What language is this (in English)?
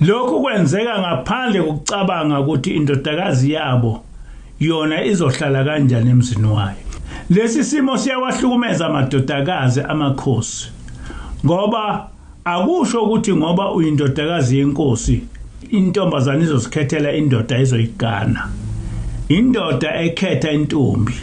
Zulu